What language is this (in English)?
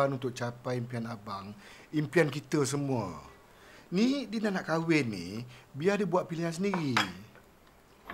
Malay